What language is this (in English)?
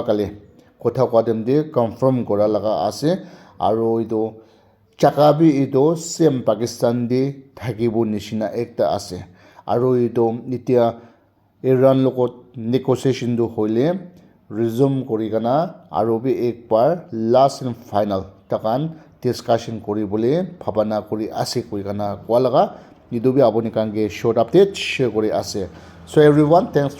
Naga Pidgin